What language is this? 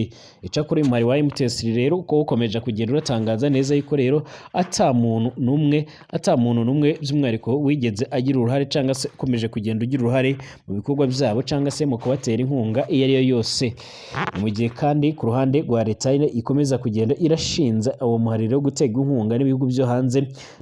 Rundi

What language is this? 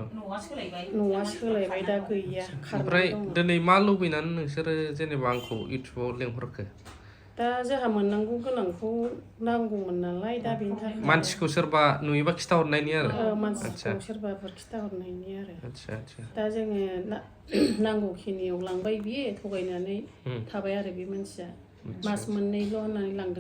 Bodo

